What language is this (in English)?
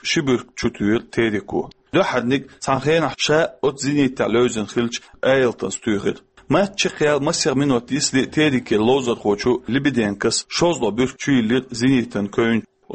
Chechen